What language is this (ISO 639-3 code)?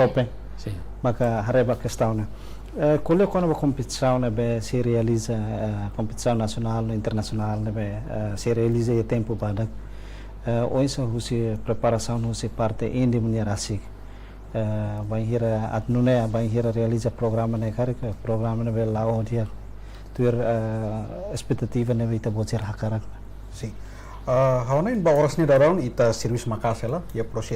tet